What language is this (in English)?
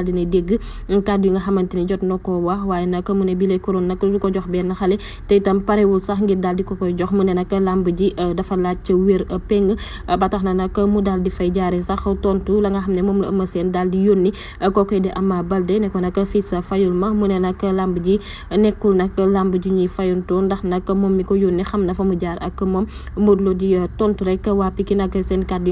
Wolof